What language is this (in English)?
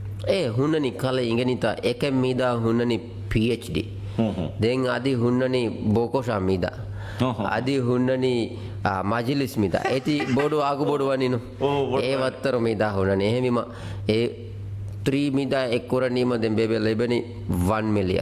Divehi